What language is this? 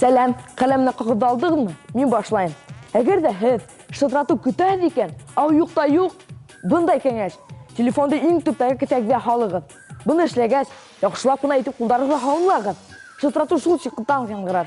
Bashkir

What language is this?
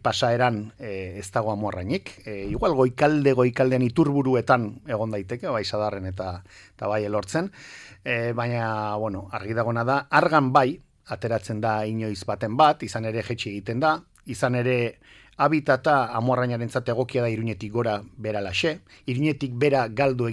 Basque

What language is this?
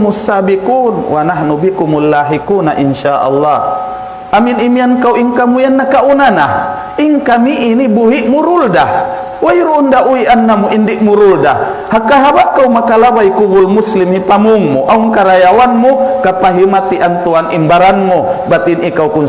Tausug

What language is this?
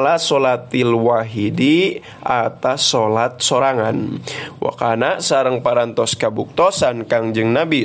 Sundanese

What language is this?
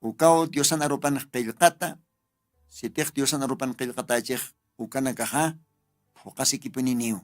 Aymara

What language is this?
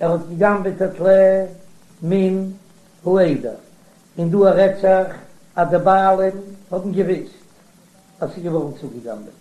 Yiddish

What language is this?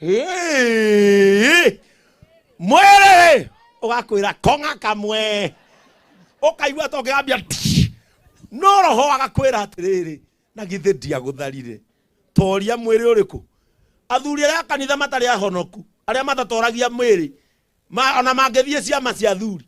Kikuyu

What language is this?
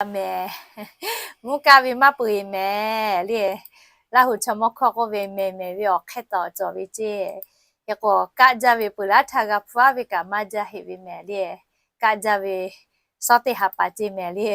Lahu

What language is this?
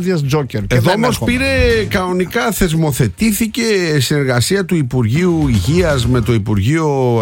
Greek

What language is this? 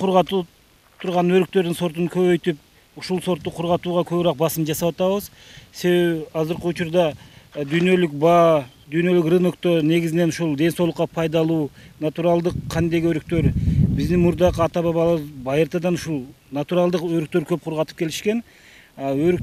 Kyrgyz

